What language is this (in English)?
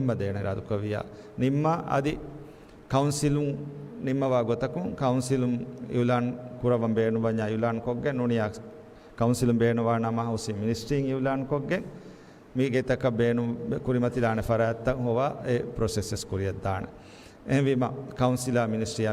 Divehi